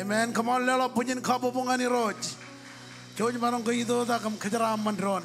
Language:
Marshallese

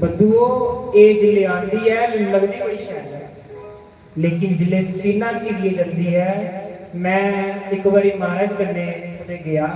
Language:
Dogri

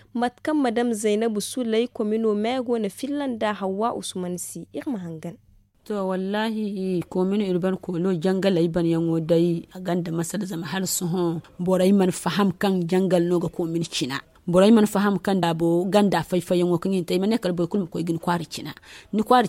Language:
Zarma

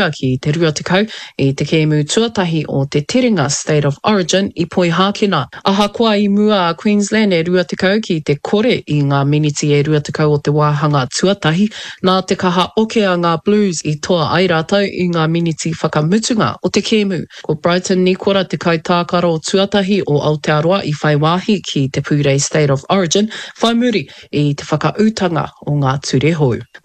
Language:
Māori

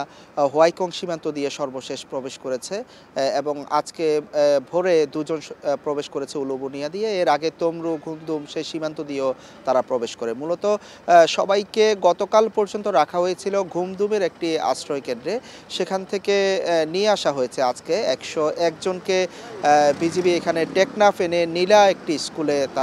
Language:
Bangla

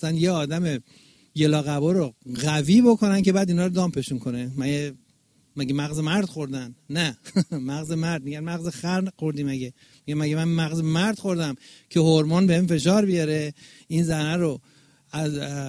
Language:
Persian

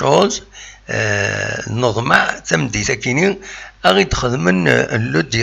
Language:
Kabyle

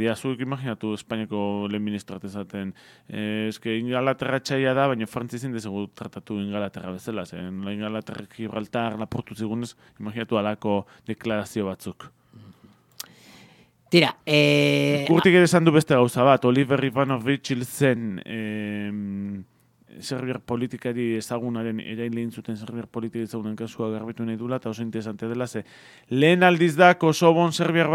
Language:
Basque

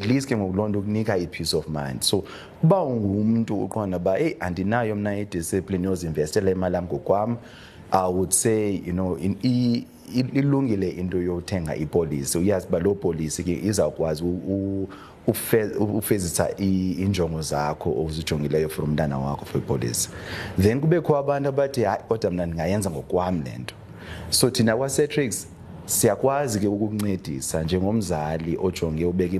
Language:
Xhosa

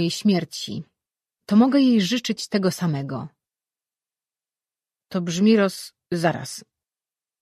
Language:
Polish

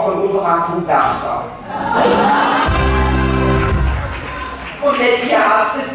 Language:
German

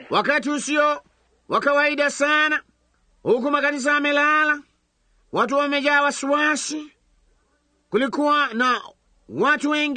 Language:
Swahili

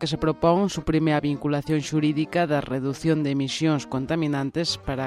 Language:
Galician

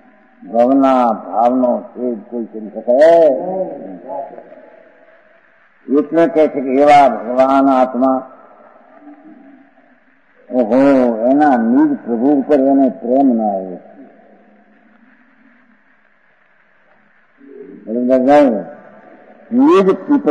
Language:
Gujarati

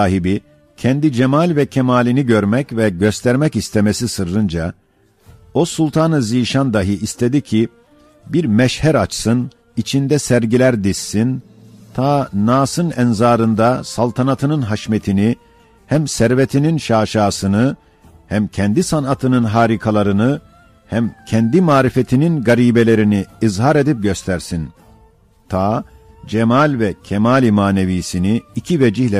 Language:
Ottoman Turkish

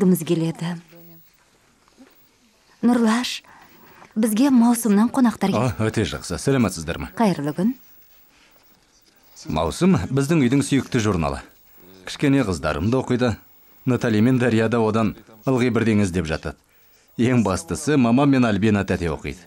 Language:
Kazakh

